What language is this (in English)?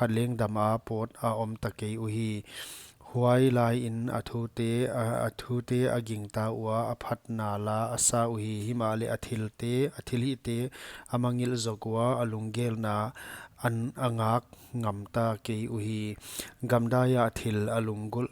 Paite Chin